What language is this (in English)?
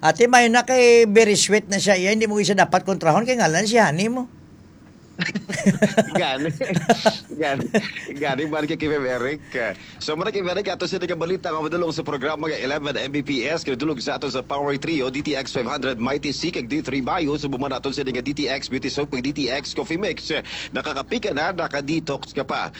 Hiligaynon